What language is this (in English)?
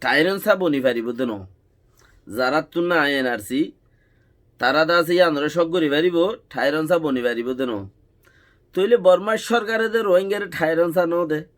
Rohingya